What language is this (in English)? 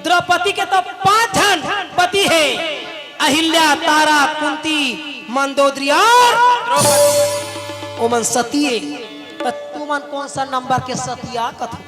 Chhattisgarhi